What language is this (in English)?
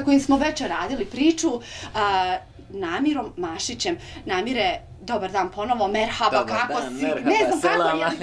Bosnian